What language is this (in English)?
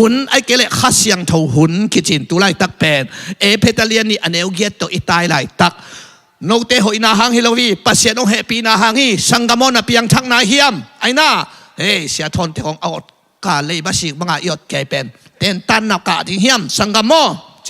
Tedim Chin